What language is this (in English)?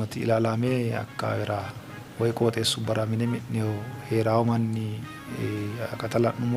Sidamo